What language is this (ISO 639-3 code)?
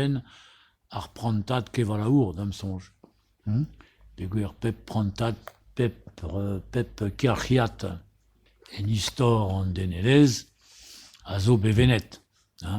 bre